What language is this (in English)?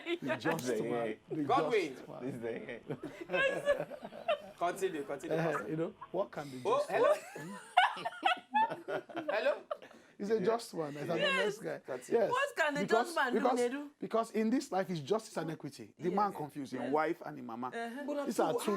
Nigerian Pidgin